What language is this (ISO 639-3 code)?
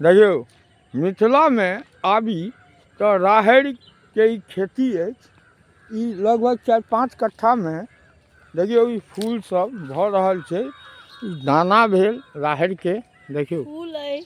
mai